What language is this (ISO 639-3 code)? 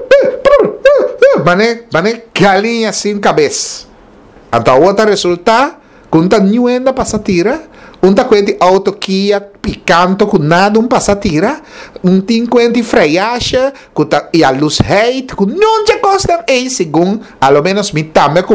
pap